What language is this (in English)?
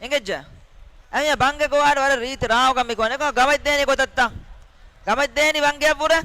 Divehi